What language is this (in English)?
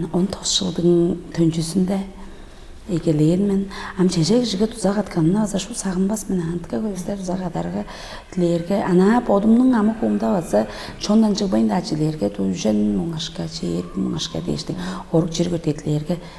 Tuvinian